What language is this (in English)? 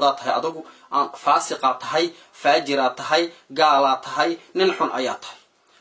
Somali